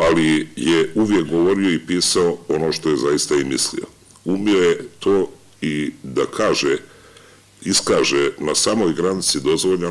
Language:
Serbian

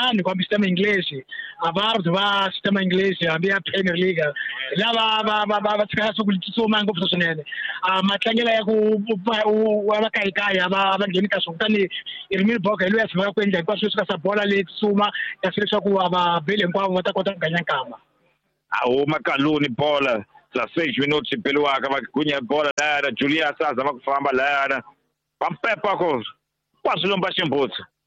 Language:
Tsonga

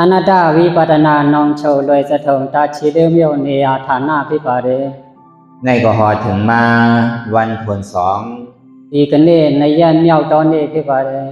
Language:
Shan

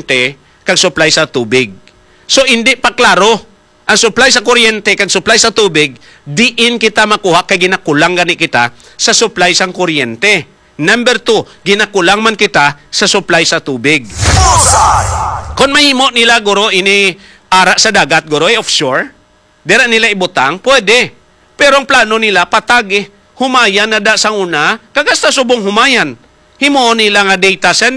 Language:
Hiligaynon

